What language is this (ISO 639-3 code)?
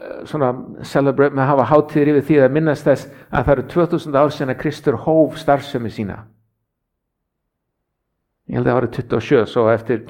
isl